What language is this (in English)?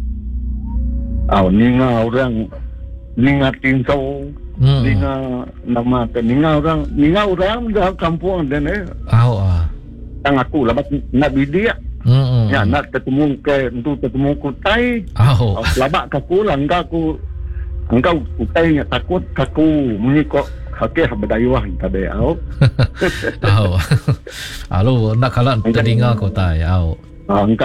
Iban